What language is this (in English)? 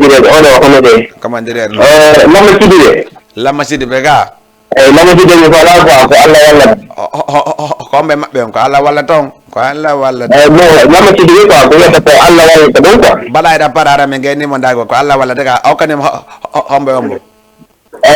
Fula